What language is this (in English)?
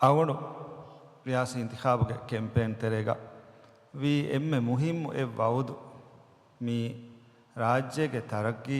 Divehi